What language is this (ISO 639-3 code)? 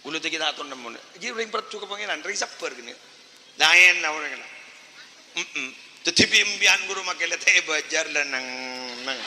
mad